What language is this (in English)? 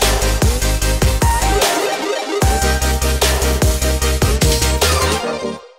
Dutch